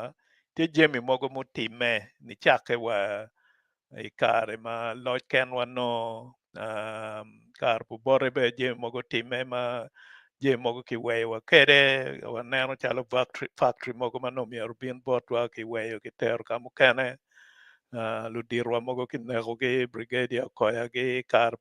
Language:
Acoli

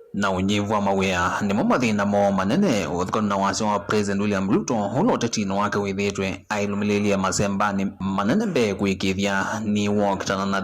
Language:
Kamba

